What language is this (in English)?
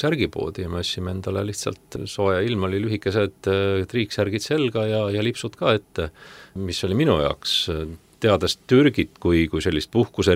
Estonian